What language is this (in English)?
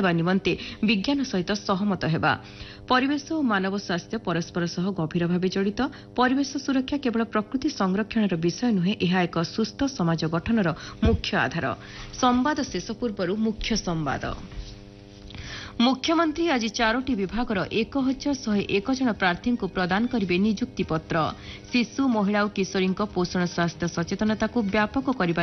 Odia